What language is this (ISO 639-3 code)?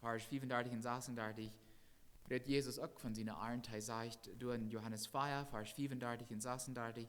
pdt